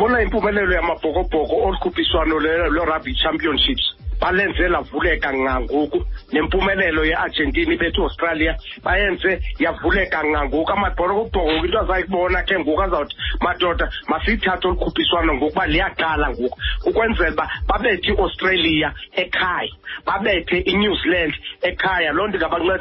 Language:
Xhosa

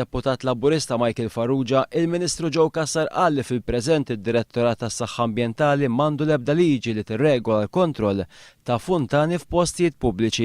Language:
Maltese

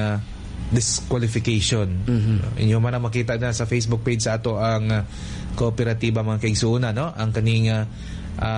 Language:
Cebuano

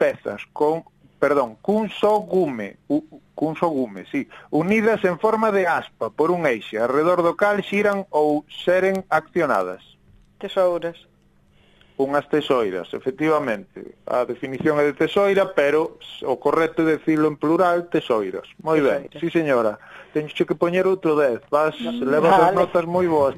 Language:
Galician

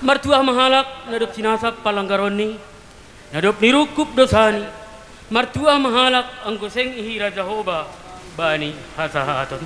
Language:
Batak Simalungun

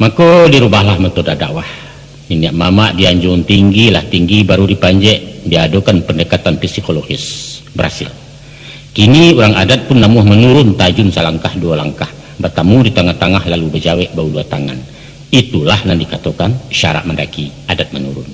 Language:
Minangkabau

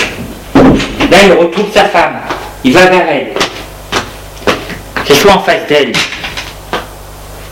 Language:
French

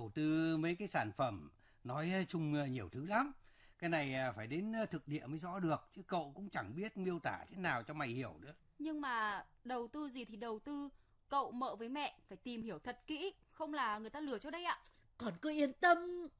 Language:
Vietnamese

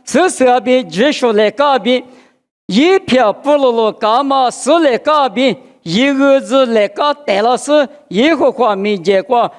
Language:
Lisu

